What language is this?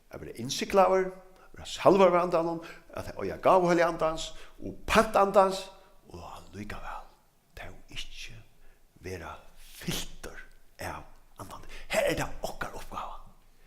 Faroese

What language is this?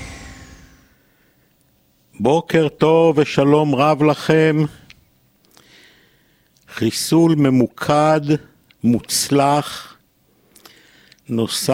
Hebrew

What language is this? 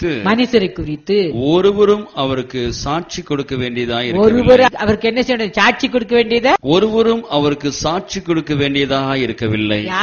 Tamil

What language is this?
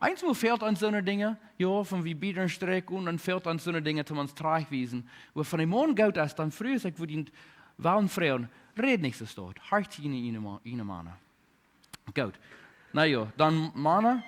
Plautdietsch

